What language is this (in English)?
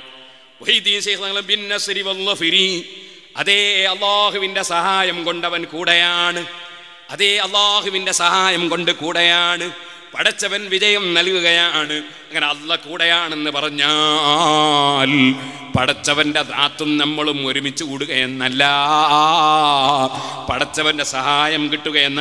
Malayalam